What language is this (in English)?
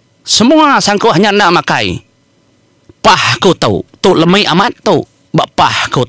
Iban